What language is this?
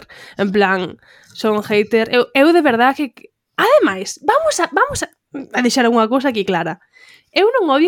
Galician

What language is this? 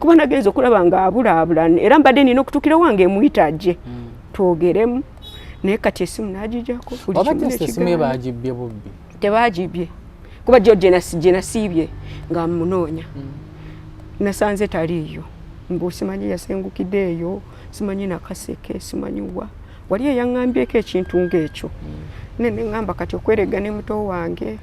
Ganda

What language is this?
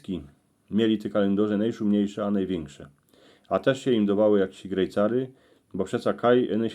Silesian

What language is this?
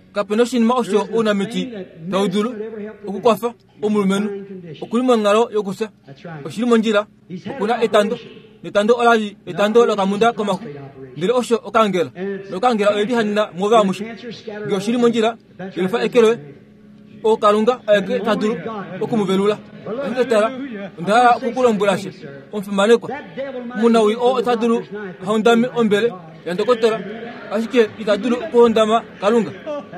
Kuanyama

